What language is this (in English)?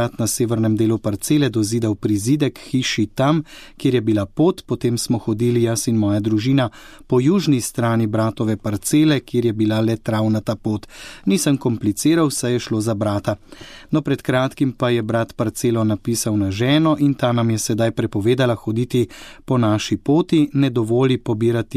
Slovenian